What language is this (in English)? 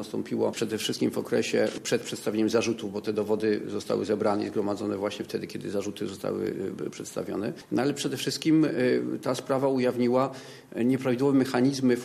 Polish